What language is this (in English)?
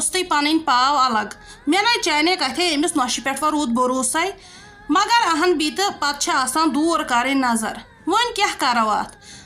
Kashmiri